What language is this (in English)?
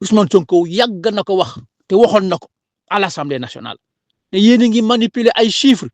Wolof